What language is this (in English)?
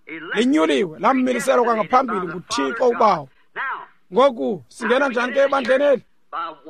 Xhosa